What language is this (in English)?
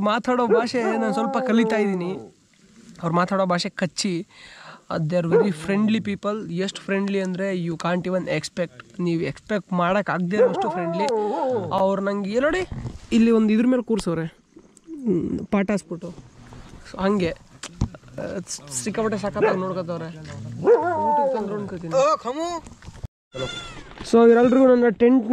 Kannada